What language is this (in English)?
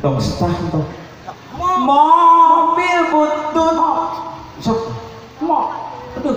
Sundanese